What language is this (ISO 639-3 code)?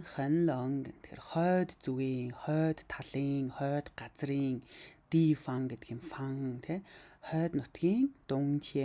mon